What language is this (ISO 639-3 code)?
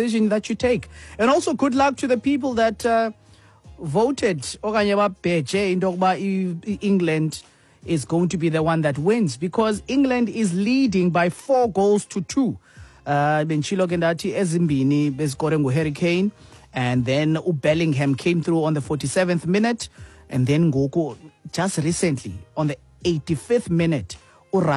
xho